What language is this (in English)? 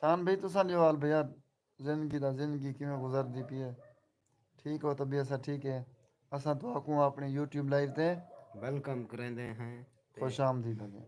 Saraiki